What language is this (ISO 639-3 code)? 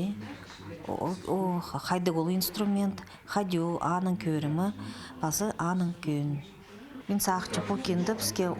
kjh